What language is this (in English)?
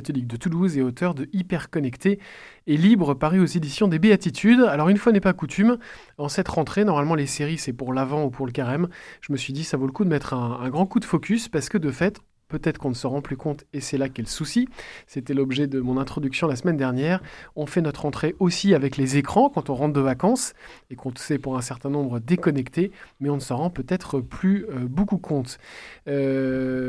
French